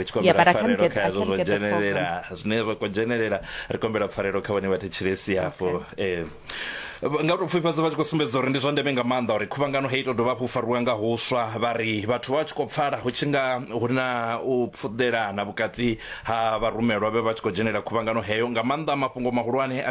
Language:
Venda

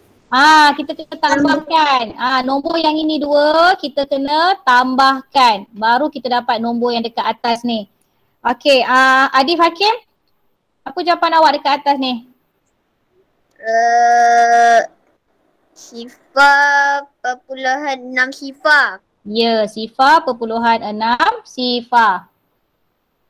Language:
Malay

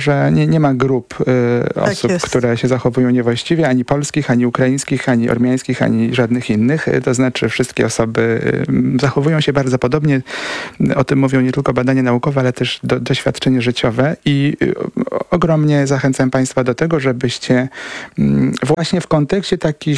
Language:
Polish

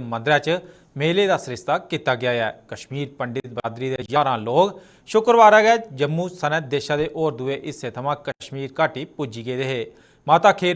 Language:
Dogri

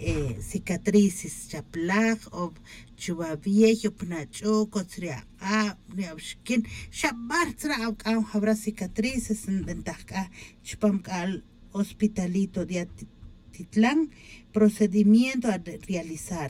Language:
Tz'utujil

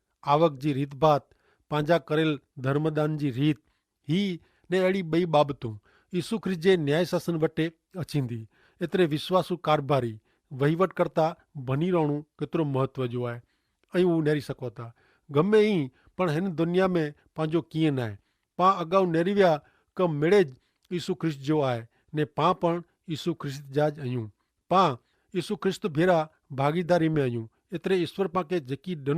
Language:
Kachhi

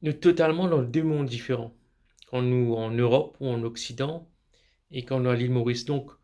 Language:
Morisyen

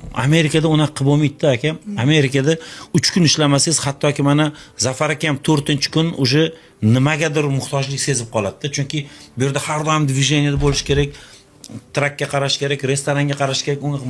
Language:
Uzbek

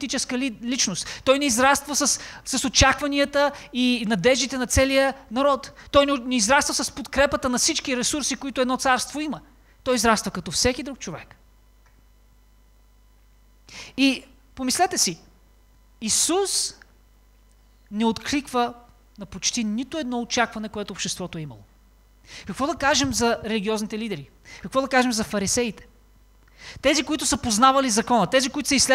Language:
Bulgarian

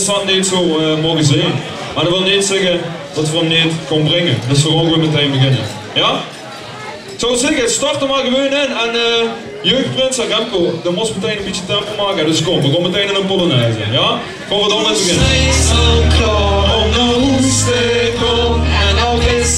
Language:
Limburgish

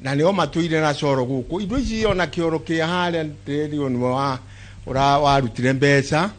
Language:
Kikuyu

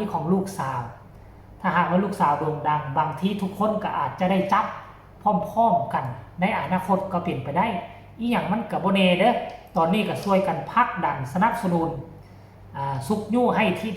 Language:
Northeastern Thai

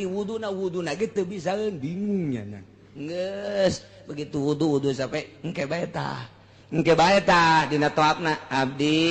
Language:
Sundanese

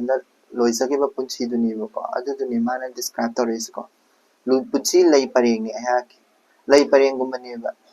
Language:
Manipuri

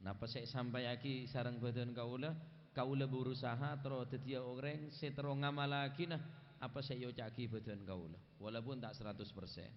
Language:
Madurese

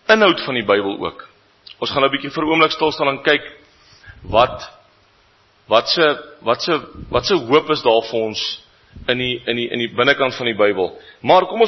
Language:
Afrikaans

